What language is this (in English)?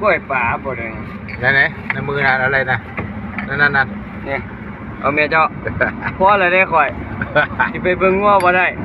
Lao